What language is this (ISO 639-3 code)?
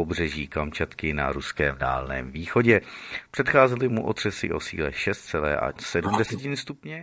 ces